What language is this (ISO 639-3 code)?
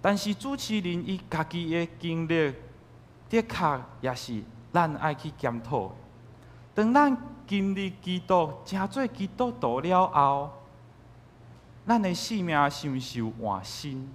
nan